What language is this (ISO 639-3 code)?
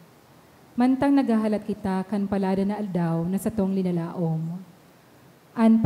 bik